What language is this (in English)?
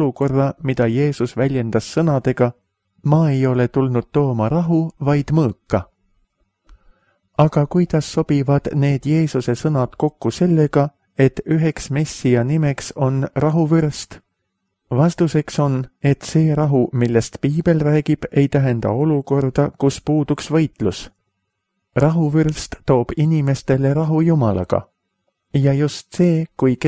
Estonian